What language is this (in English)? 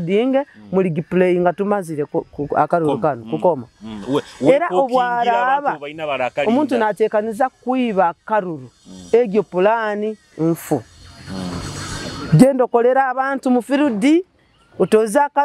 Nyoro